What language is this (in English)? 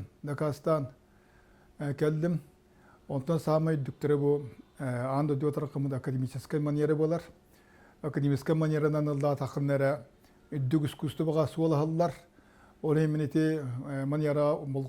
Yakut